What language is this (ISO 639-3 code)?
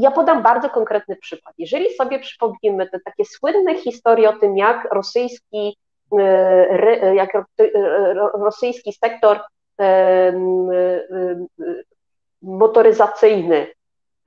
pol